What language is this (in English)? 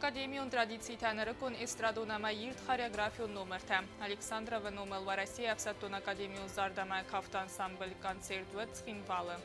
Ossetic